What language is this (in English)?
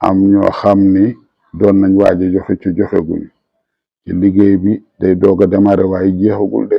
Wolof